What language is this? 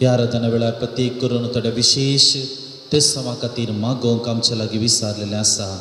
Konkani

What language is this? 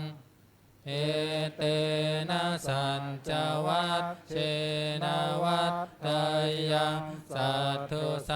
Pali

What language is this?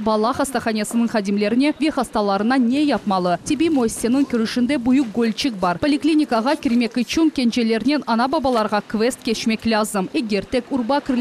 Crimean Tatar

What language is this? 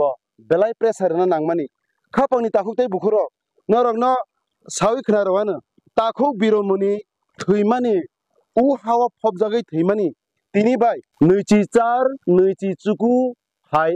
Kok Borok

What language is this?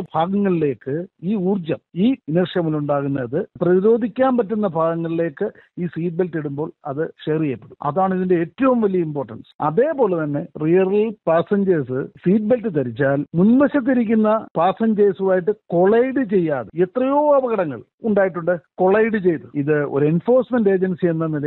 Malayalam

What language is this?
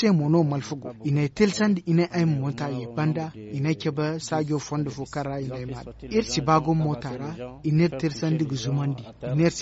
Zarma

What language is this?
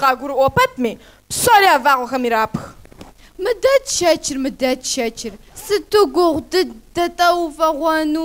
Kabardian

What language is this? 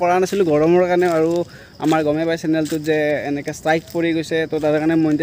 Assamese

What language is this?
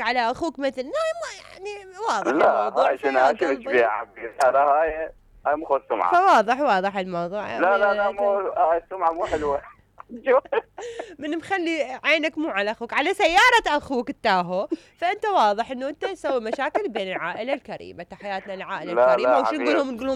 Mesopotamian Arabic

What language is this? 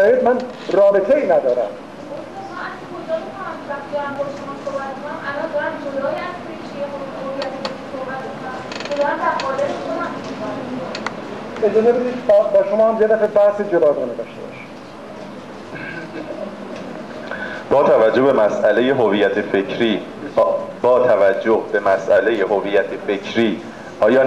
Persian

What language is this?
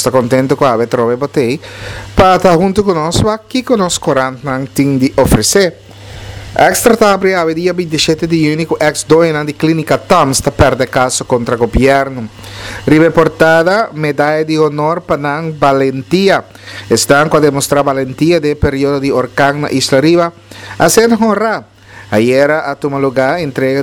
Papiamento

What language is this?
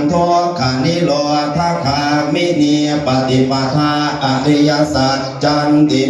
Pali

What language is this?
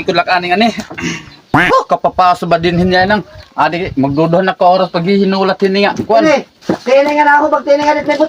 Waray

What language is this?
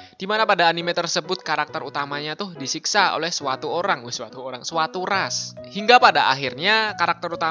Indonesian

